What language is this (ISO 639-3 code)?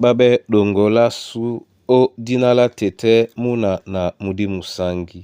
dua